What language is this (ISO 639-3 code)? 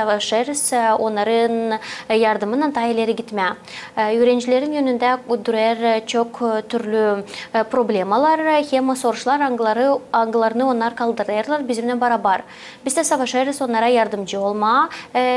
gag